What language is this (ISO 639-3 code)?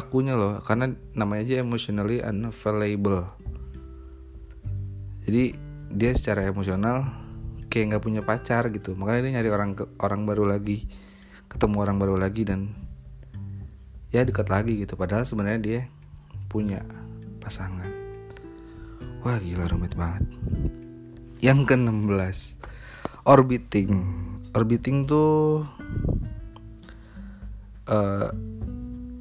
ind